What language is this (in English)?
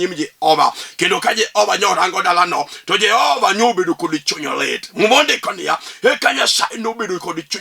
Luo (Kenya and Tanzania)